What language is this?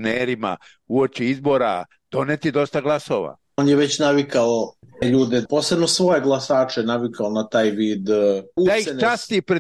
Serbian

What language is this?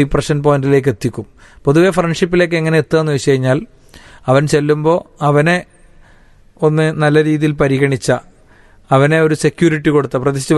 Malayalam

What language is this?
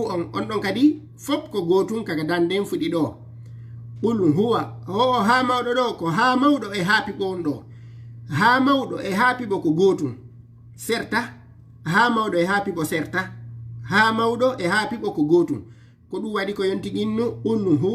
Fula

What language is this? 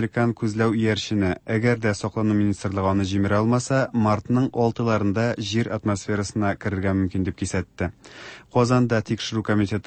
Tatar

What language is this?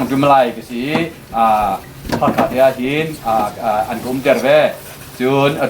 Hakha Chin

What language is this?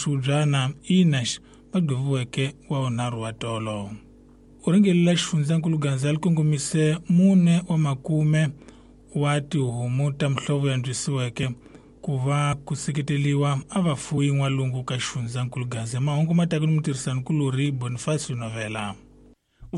Tsonga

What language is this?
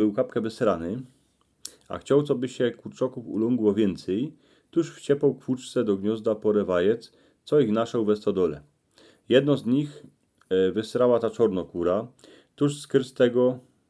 Silesian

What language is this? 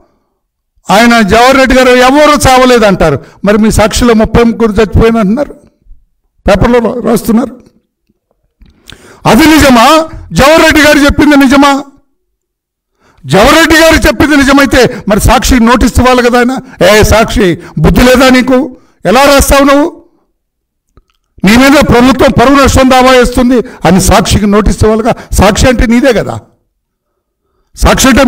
Telugu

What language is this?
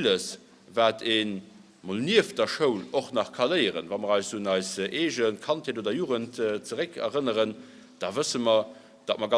Luxembourgish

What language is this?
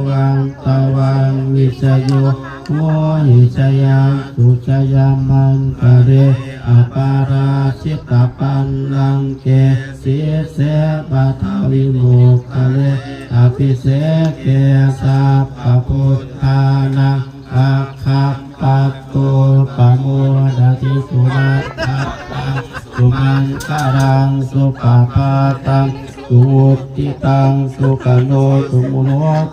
Pali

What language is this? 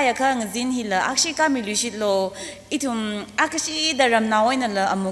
Tangkhul Naga (India)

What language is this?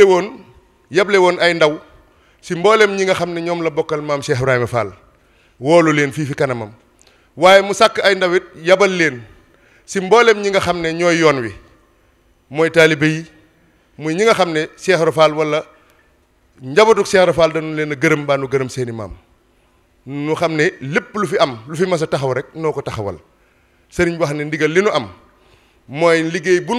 Wolof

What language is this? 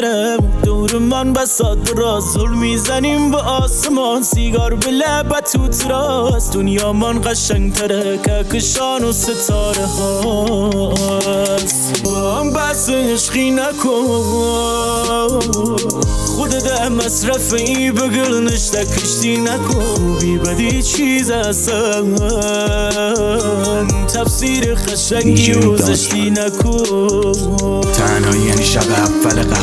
Persian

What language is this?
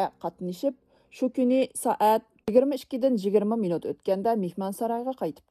Uyghur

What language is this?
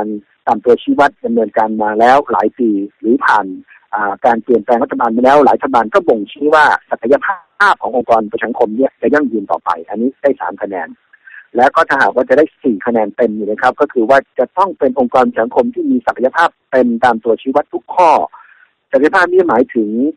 Thai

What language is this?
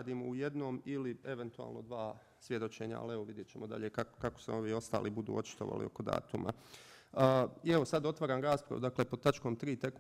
Bosnian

